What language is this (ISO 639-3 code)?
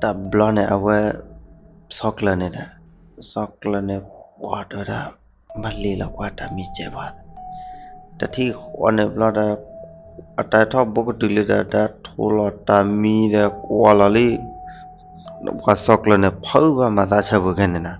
ksw